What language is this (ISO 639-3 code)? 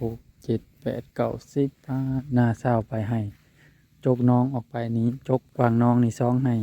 tts